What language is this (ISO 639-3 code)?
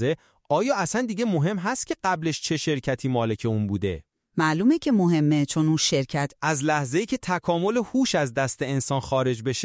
fas